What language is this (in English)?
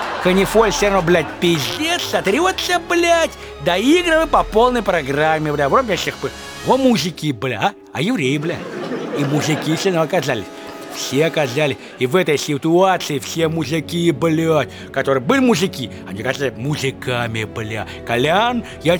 Russian